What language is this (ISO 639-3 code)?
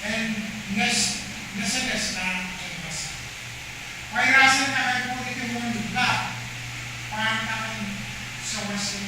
pon